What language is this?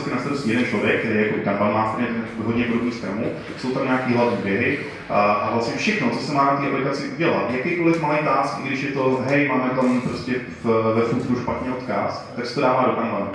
Czech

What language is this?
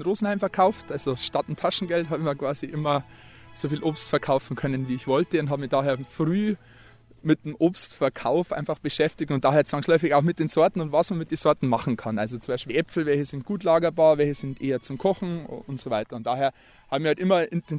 German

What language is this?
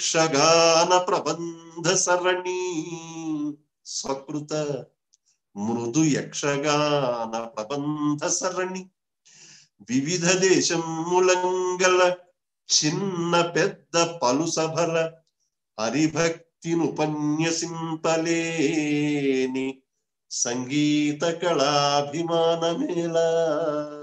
Telugu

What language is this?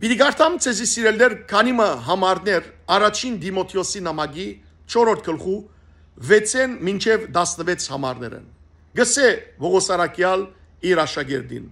Western Armenian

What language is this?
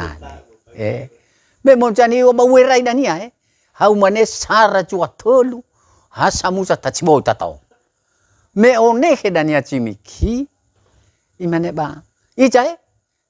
Nias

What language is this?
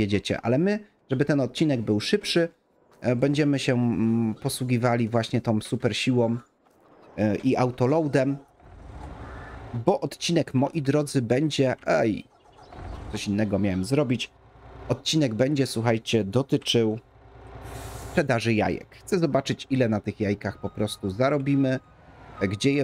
Polish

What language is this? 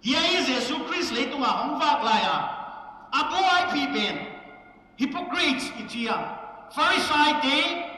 Paite Chin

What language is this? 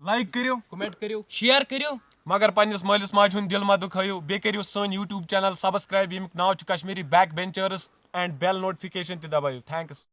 Kashmiri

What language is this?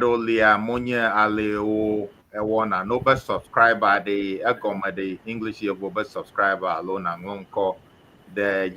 Ewe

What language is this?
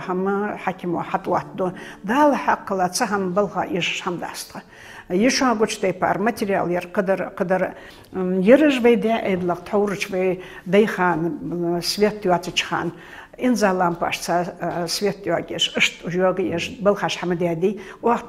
Ingush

